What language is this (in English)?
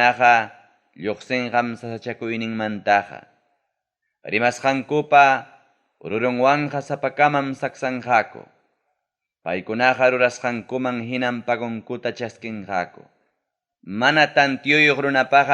Ayacucho Quechua